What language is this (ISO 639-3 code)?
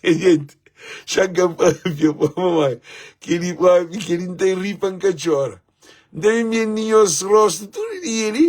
kea